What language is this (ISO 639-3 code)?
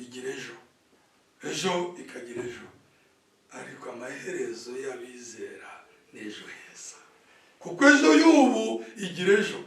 kin